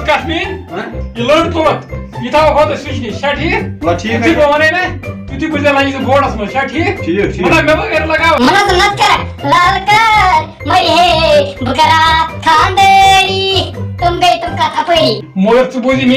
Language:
Kashmiri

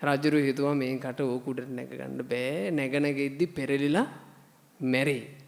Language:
Sinhala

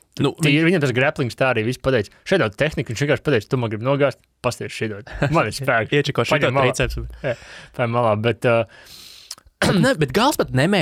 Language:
Latvian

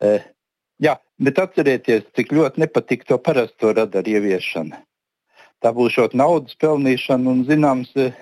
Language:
Latvian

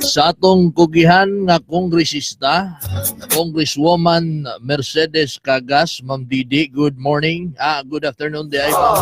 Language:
Cebuano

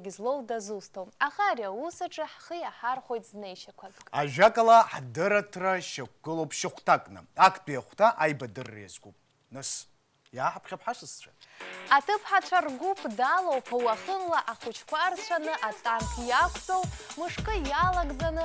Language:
Abkhazian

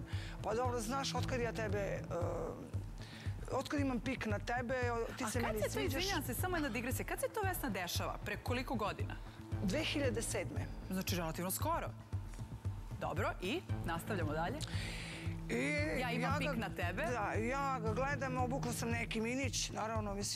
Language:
Serbian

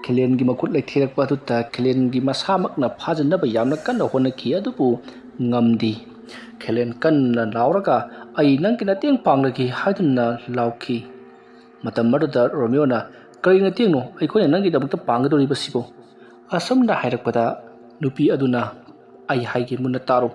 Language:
Manipuri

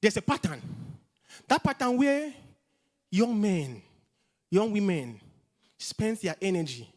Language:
English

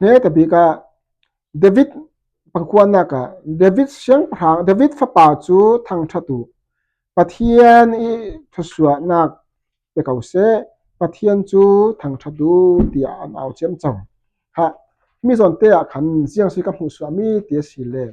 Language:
Falam Chin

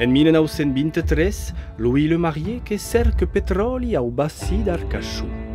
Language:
Occitan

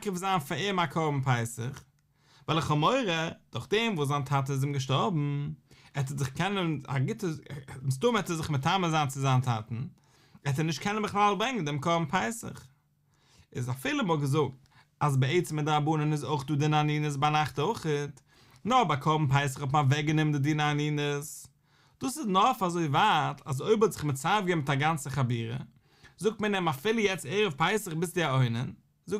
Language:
Yiddish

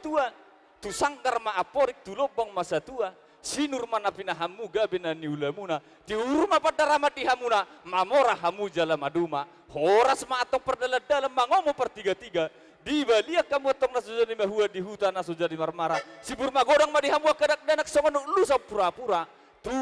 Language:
Batak Toba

